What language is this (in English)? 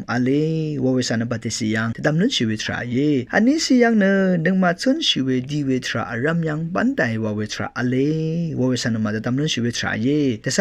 Rawang